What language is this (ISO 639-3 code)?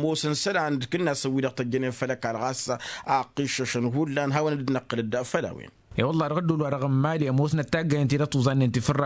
taq